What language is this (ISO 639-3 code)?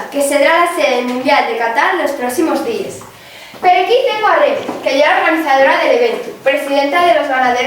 ast